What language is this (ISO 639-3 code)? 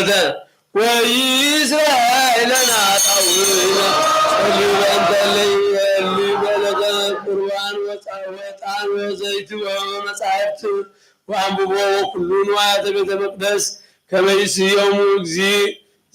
gez